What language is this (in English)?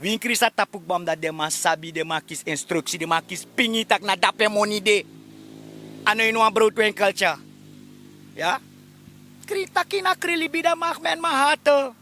Sranan Tongo